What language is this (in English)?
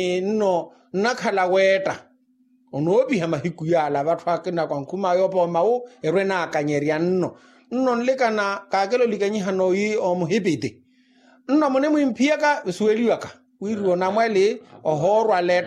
Makhuwa